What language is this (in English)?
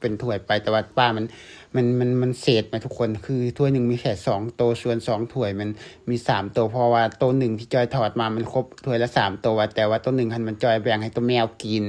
Lao